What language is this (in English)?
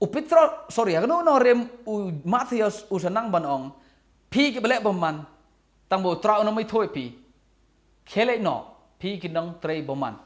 Khasi